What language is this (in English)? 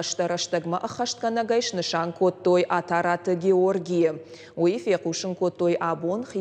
Ossetic